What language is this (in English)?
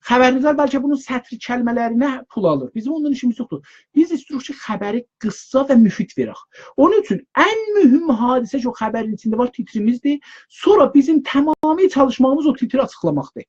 South Azerbaijani